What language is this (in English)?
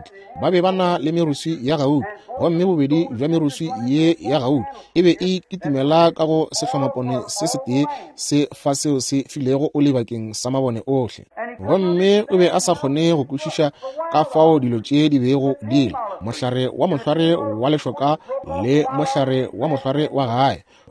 Northern Sotho